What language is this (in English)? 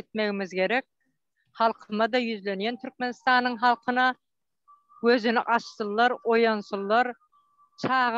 Turkmen